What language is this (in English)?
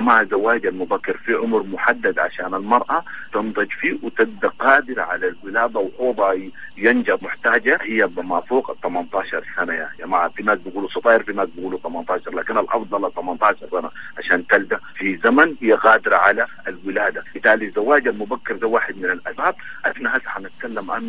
Sudanese Arabic